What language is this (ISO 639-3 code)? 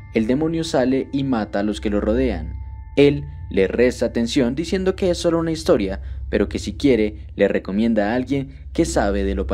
spa